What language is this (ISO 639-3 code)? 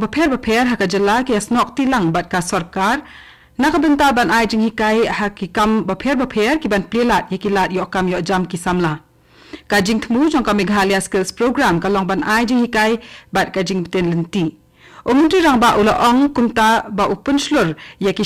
kha